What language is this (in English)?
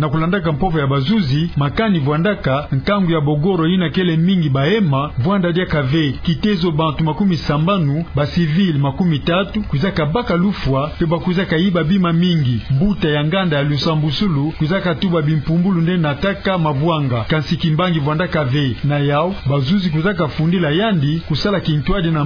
Kituba (Democratic Republic of Congo)